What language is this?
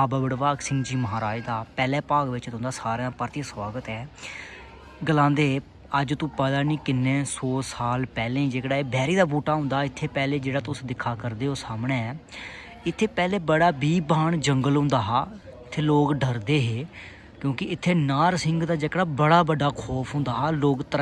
Dogri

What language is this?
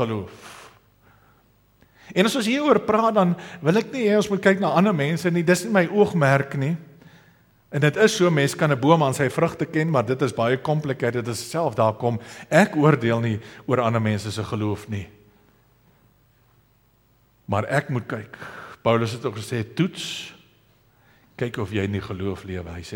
Afrikaans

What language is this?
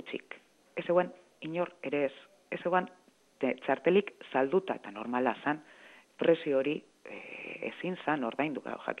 Basque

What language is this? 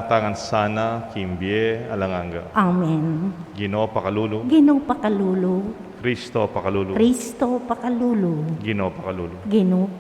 Pampanga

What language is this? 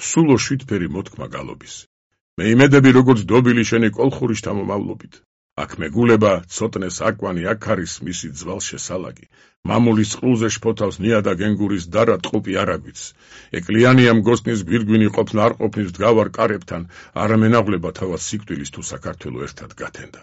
Georgian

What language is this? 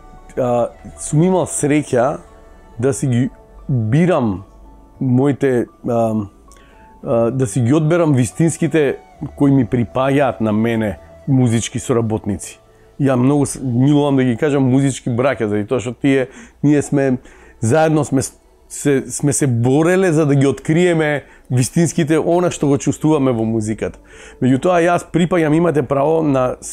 Macedonian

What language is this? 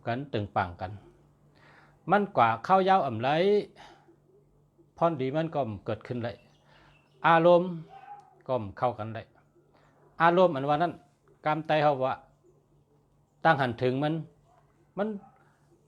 Shan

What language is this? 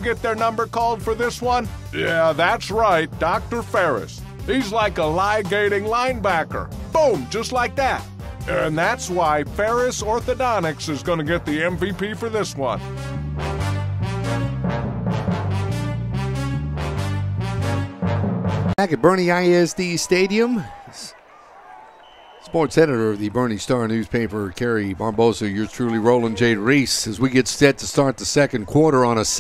English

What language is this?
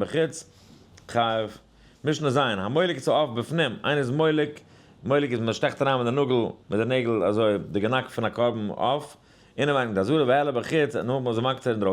Yiddish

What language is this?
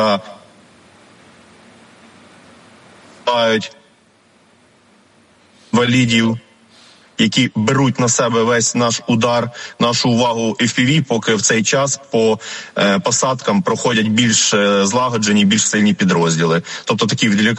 Ukrainian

